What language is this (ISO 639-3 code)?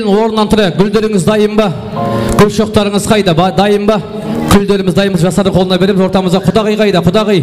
kaa